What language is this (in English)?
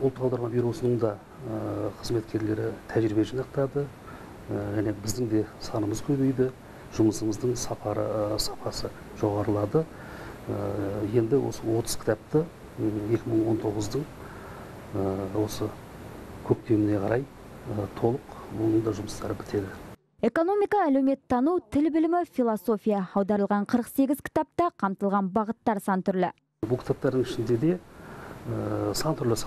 Kazakh